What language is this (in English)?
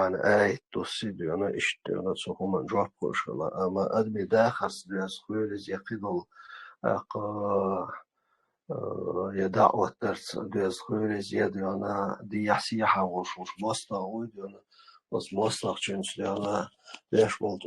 Chechen